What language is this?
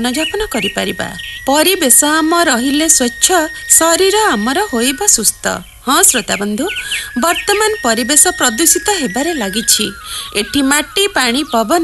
Odia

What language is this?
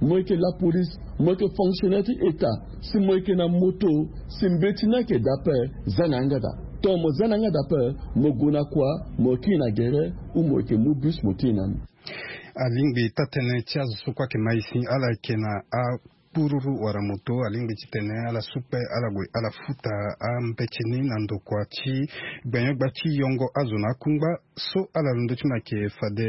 Sango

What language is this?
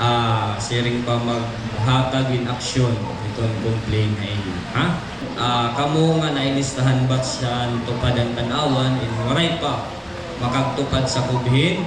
Waray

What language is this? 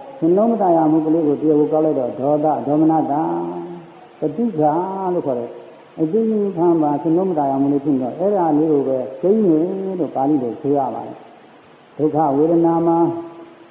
Burmese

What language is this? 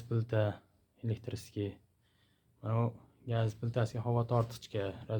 Uzbek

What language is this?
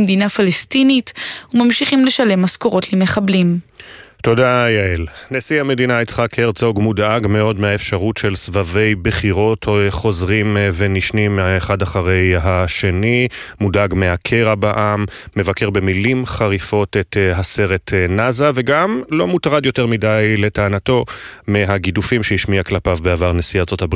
Hebrew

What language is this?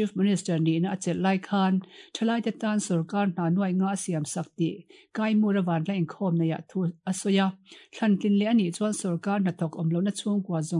Mizo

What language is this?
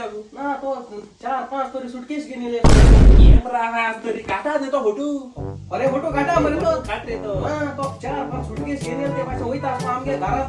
Konkani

